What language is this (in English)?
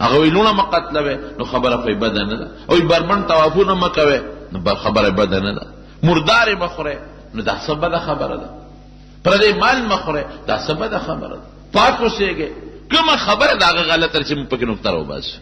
Pashto